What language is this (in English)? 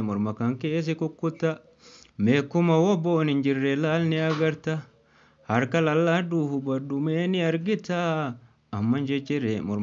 Oromo